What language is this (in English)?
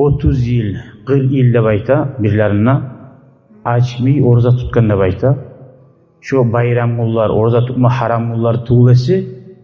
Kumyk